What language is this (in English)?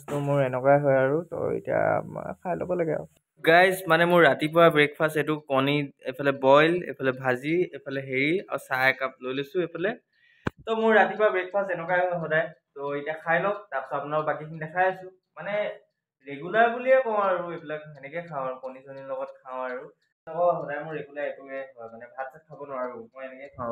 Assamese